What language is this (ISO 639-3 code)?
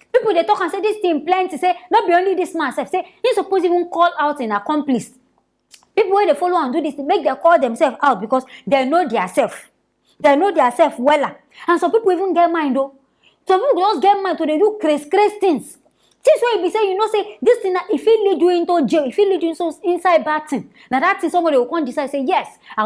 pcm